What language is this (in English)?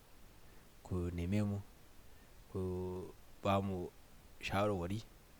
Hausa